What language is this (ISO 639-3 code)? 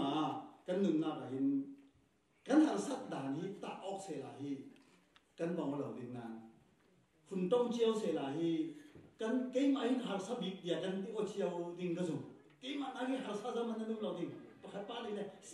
cfm